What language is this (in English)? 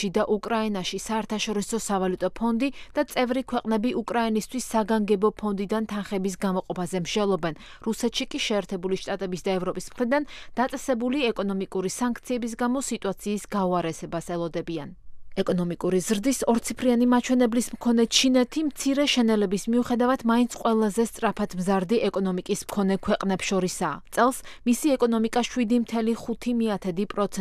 Georgian